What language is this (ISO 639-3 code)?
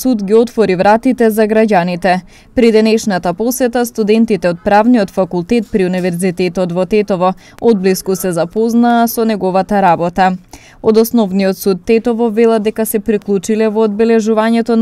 mkd